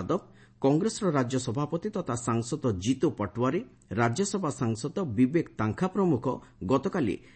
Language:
Odia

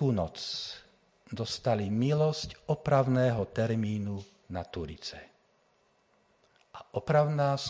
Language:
Slovak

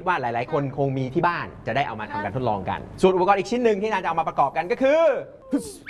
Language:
Thai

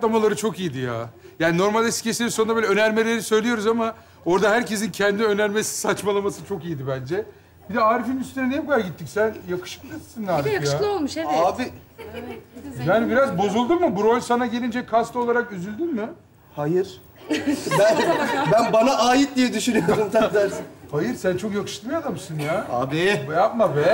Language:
Turkish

